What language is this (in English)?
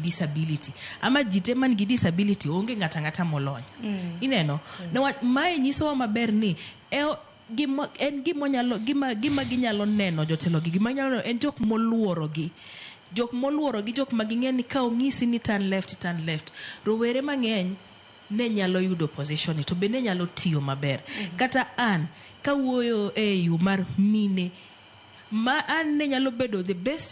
Luo (Kenya and Tanzania)